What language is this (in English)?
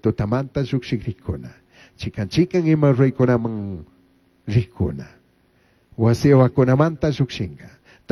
Chimborazo Highland Quichua